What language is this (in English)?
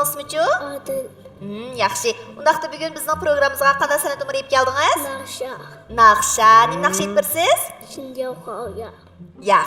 Uyghur